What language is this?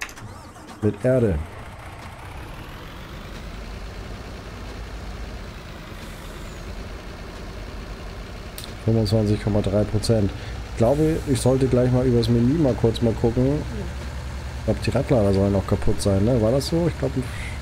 German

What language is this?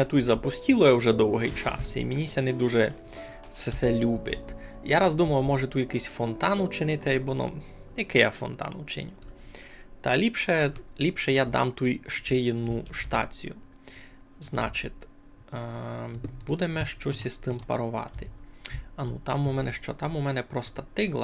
Rusyn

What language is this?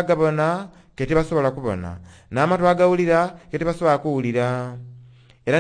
Soga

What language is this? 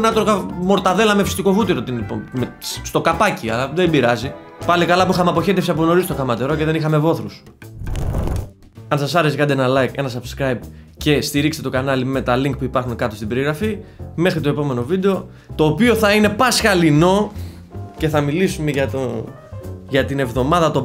Greek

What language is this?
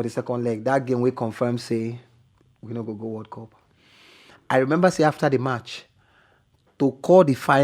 Nigerian Pidgin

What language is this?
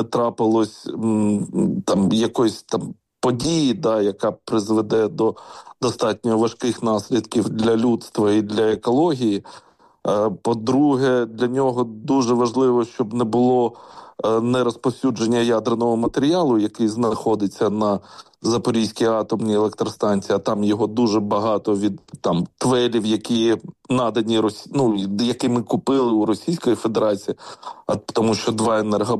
Ukrainian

